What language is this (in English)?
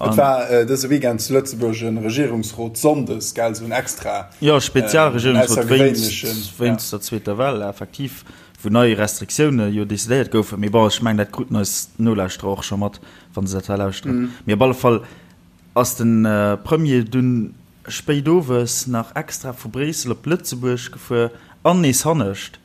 Luxembourgish